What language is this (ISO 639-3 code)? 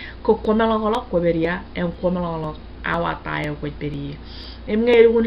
mah